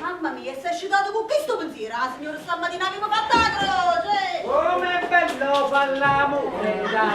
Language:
Neapolitan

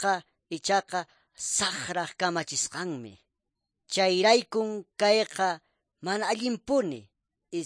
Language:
Quechua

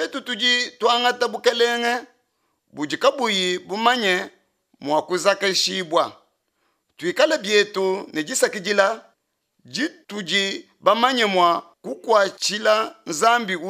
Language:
Luba-Lulua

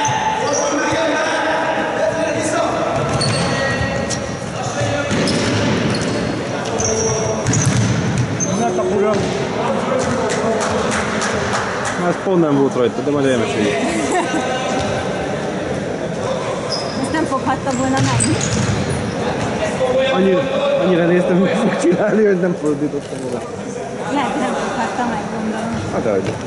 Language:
Hungarian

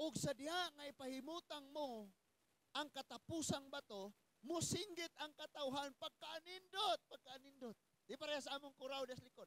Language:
Cebuano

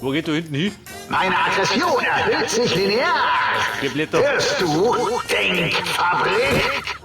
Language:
Bavarian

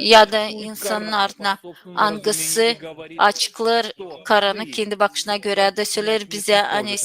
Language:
Gagauz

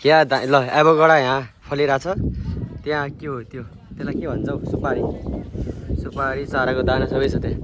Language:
Nepali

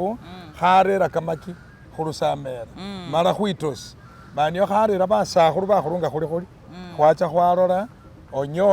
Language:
Masaaba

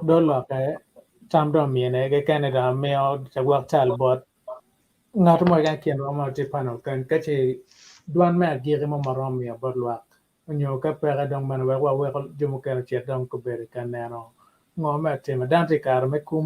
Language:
Acoli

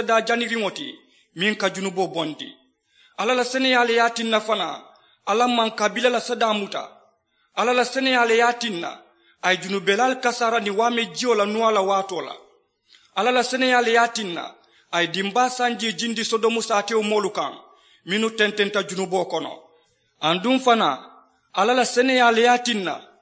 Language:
Mandingo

